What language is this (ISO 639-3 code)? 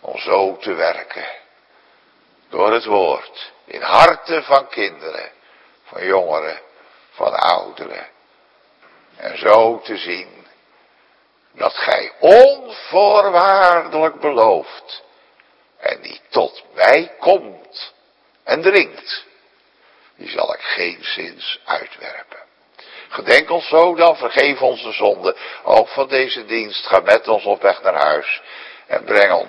nld